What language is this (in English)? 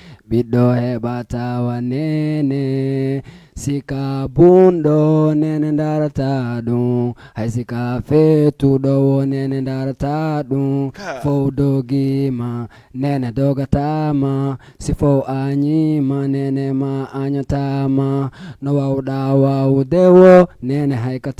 Fula